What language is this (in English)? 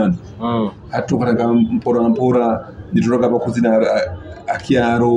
Nyoro